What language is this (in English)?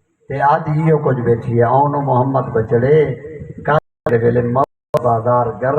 Saraiki